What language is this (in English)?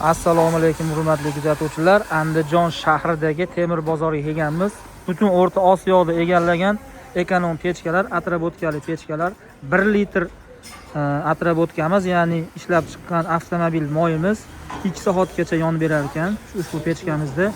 Uzbek